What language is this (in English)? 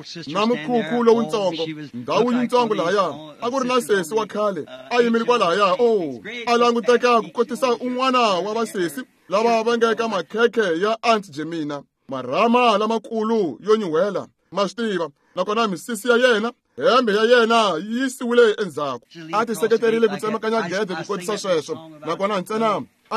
Tsonga